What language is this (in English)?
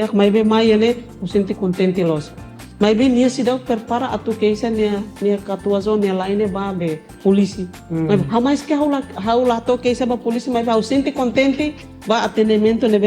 Tetum